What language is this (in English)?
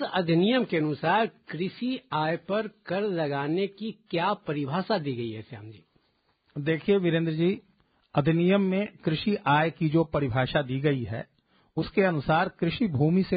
Hindi